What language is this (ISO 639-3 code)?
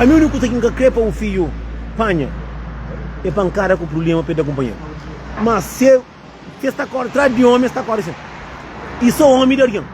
kea